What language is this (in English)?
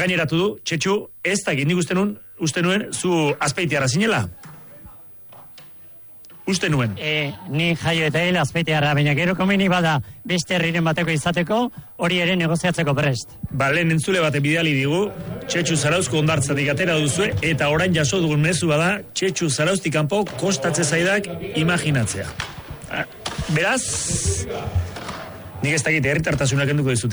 Basque